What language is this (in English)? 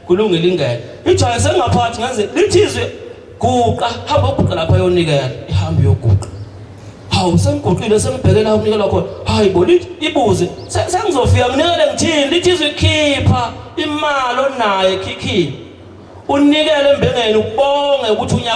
Zulu